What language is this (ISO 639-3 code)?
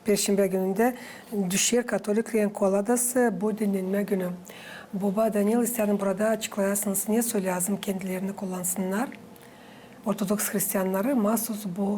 gag